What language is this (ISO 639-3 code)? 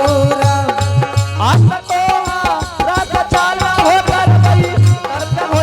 anp